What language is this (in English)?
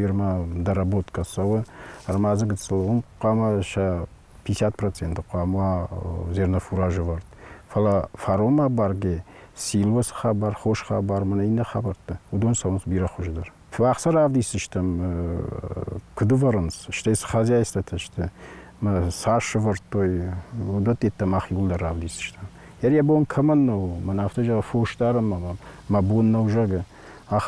Ossetic